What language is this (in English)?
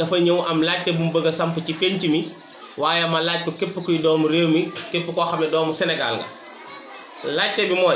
Wolof